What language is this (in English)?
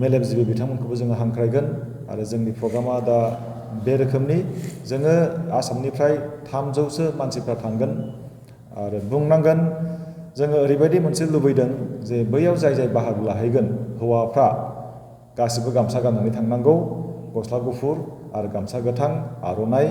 Bodo